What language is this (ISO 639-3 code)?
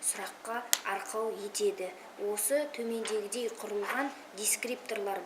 kaz